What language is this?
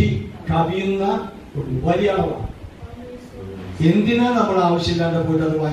Malayalam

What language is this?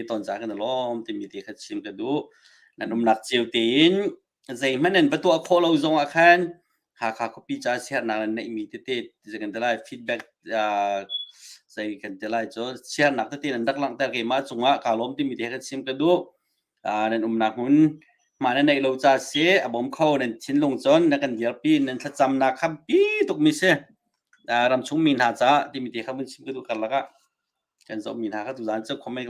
Hakha Chin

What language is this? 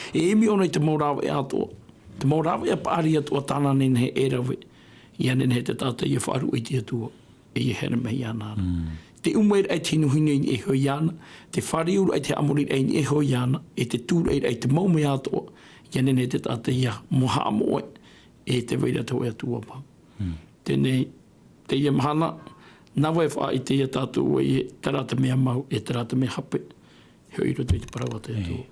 Tahitian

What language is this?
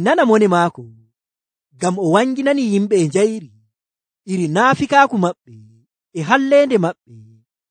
Nigerian Fulfulde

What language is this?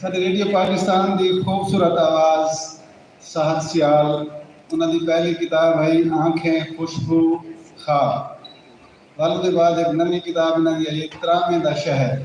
Saraiki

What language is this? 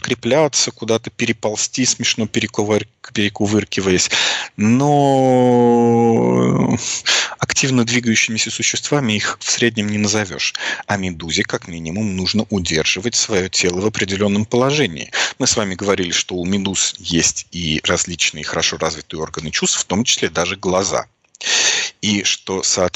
Russian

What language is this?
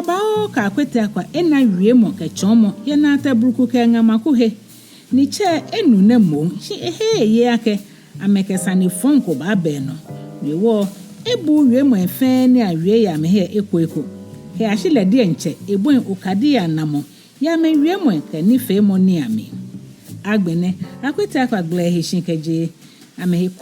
Ga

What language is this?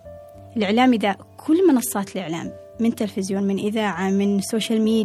Gulf Arabic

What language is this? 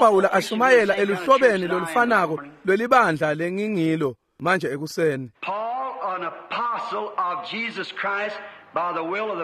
Swati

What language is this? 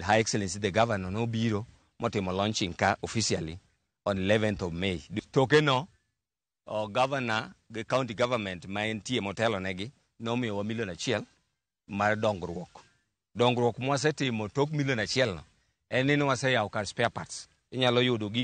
Luo (Kenya and Tanzania)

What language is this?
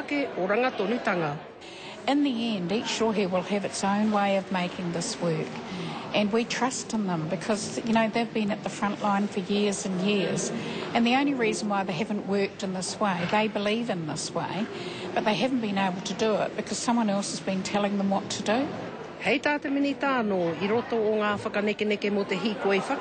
Māori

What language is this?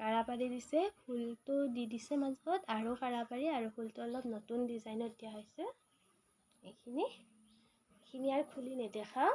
Assamese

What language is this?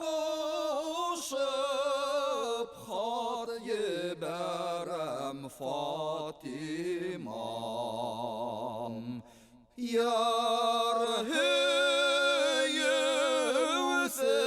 Bashkir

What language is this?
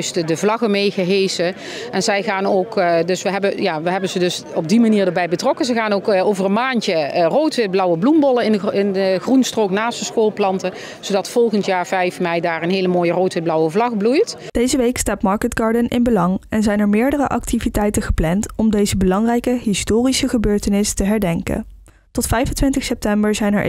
Dutch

